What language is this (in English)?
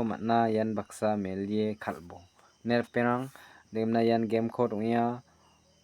Garo